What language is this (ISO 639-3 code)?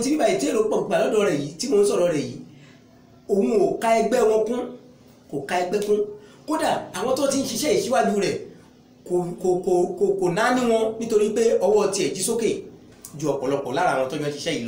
yor